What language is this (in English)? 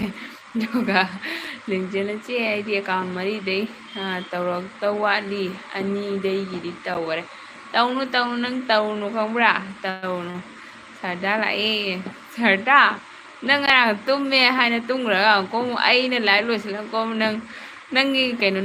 Manipuri